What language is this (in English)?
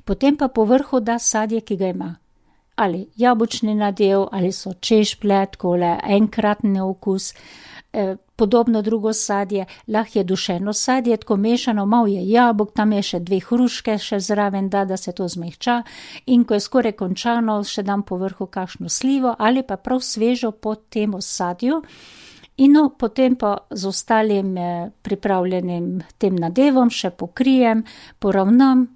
Slovenian